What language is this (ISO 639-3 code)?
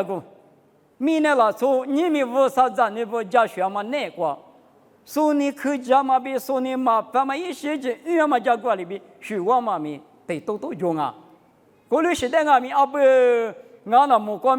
lis